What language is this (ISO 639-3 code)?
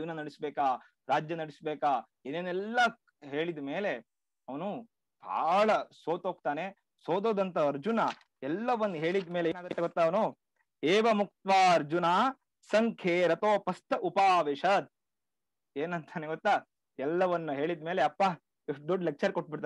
kan